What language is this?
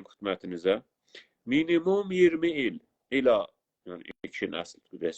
South Azerbaijani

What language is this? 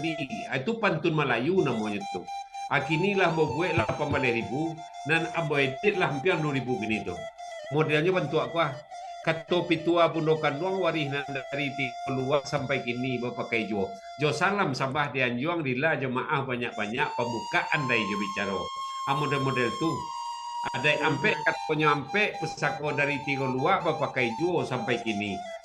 Minangkabau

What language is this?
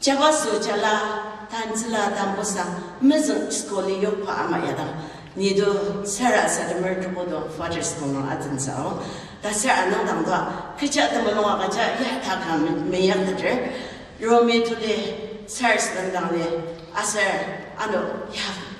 Ao Naga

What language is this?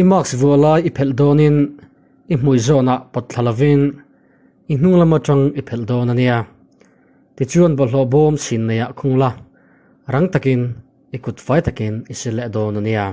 Mizo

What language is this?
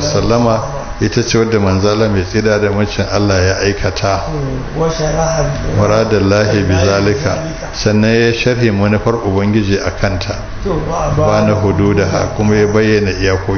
Hausa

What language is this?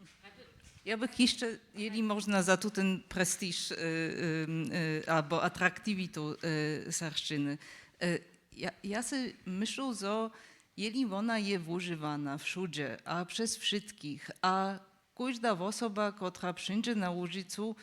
Upper Sorbian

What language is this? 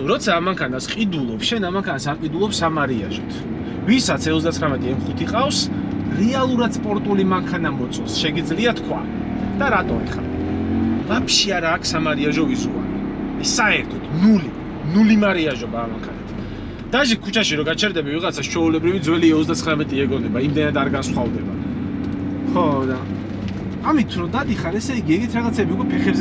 Georgian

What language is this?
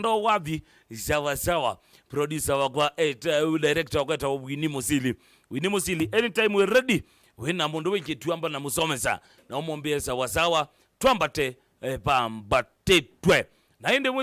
Kamba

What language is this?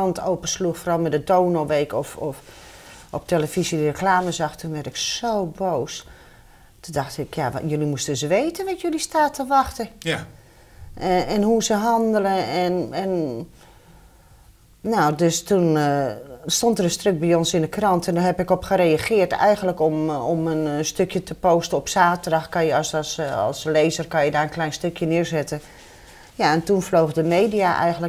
Dutch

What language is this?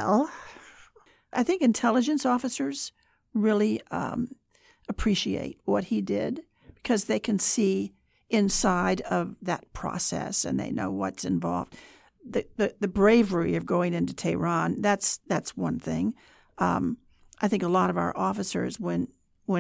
English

